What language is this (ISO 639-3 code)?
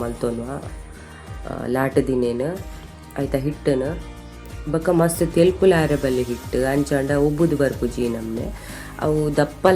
tcy